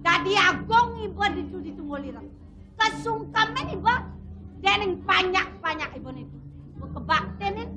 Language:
Balinese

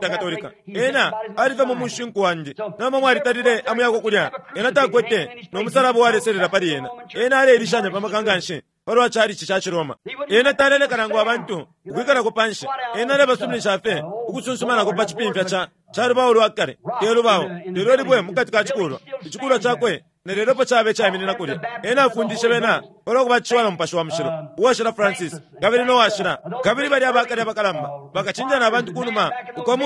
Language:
Bemba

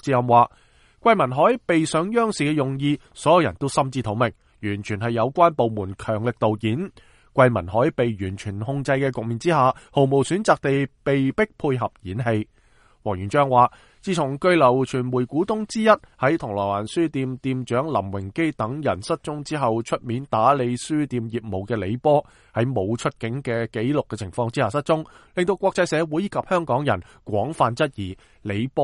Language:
Cantonese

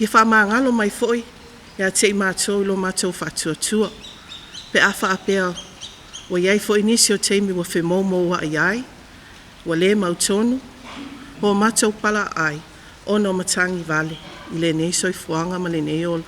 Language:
Samoan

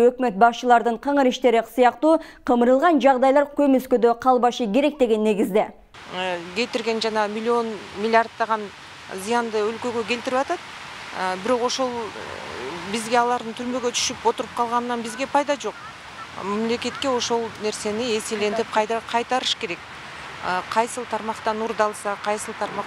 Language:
Kyrgyz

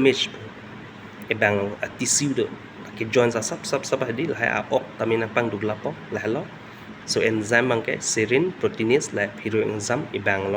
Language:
Karbi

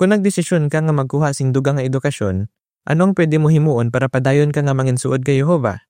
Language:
Hiligaynon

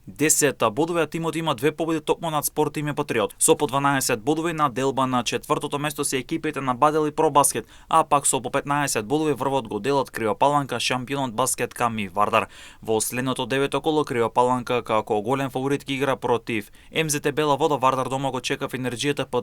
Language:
Macedonian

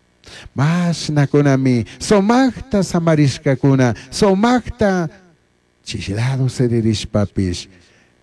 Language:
Chimborazo Highland Quichua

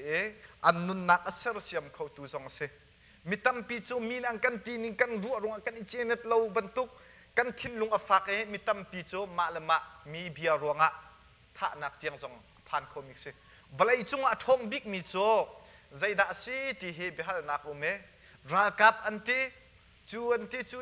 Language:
Hakha Chin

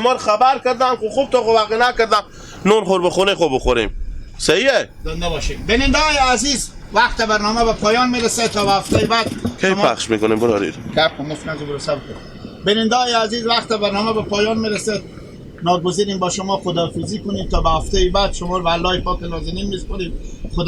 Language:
Persian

